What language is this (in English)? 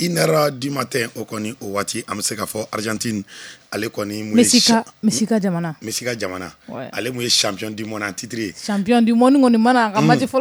Bambara